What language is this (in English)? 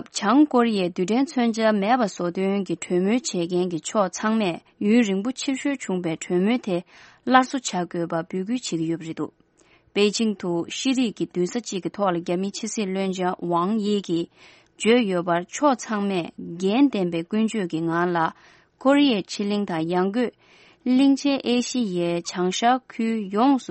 Tibetan